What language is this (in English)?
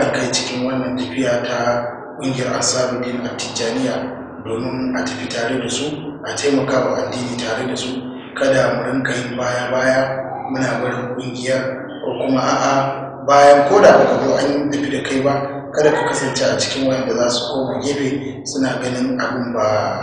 Hausa